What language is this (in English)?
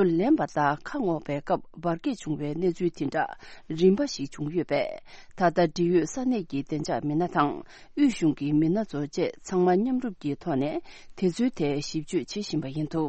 Tibetan